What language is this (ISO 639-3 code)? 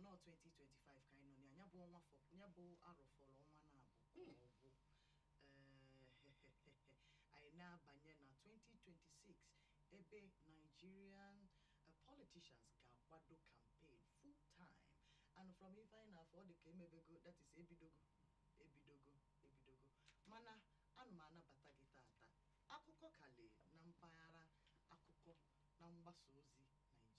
ibo